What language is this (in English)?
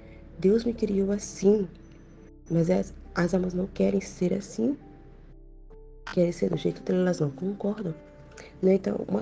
Portuguese